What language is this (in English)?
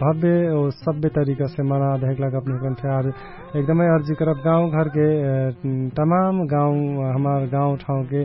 Dangaura Tharu